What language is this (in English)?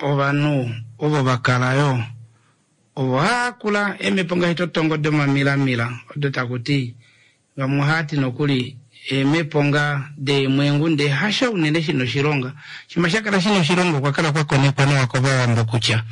Kuanyama